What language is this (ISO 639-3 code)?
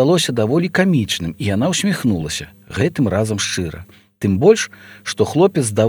bel